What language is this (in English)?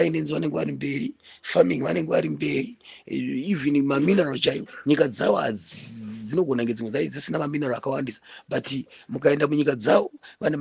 Shona